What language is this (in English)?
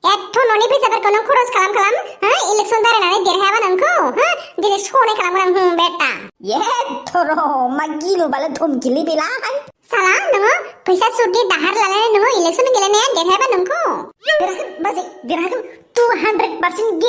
Bodo